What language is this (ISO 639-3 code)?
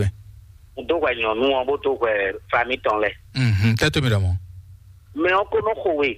fon